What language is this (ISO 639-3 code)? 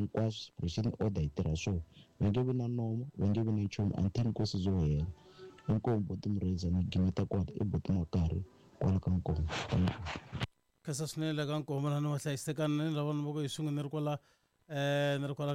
tso